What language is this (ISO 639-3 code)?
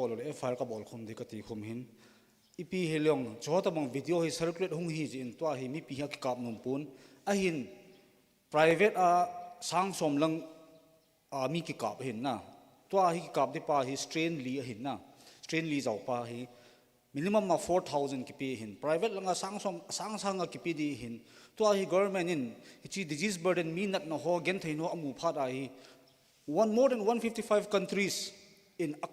tcz